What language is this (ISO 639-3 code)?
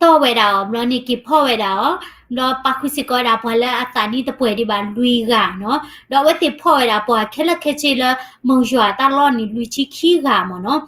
ksw